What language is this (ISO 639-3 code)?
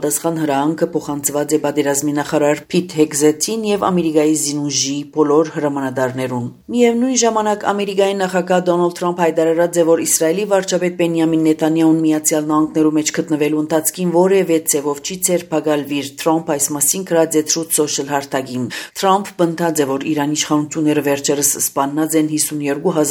hye